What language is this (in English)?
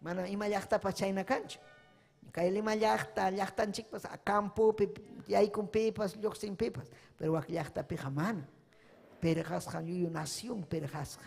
Ayacucho Quechua